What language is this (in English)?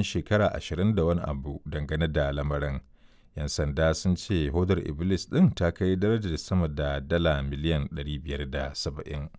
Hausa